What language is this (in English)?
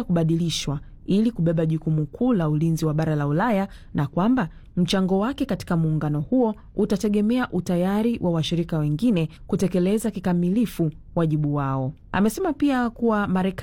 Swahili